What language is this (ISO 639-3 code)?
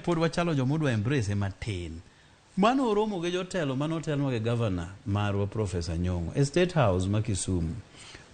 luo